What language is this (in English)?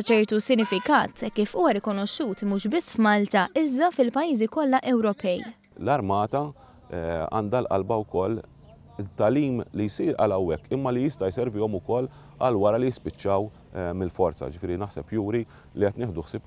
Maltese